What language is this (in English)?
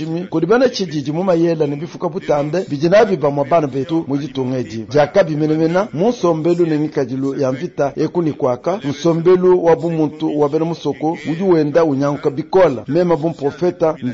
Luba-Lulua